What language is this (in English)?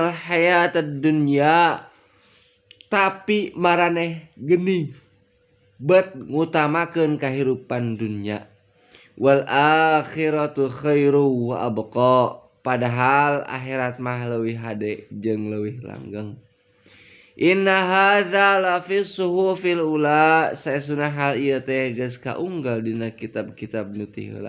Sundanese